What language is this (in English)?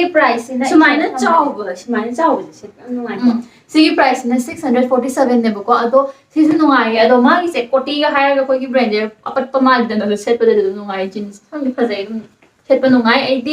Manipuri